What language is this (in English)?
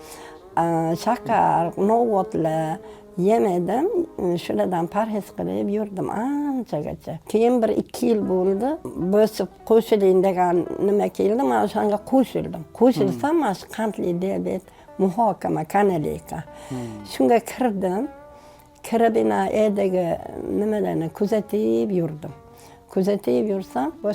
Uzbek